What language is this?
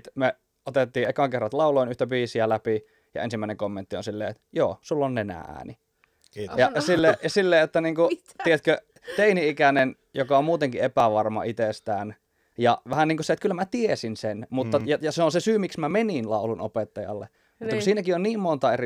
Finnish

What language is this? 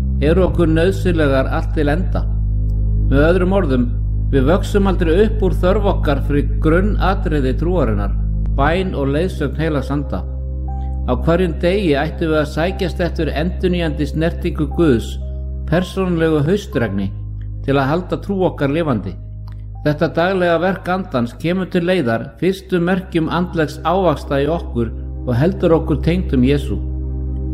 Icelandic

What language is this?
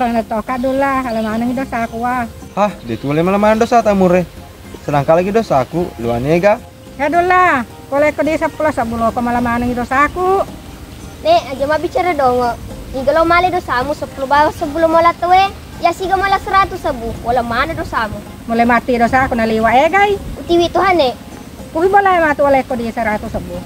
Buginese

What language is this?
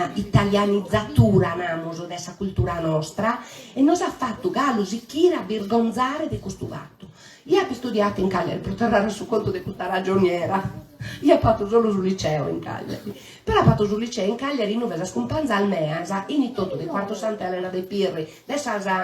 Sardinian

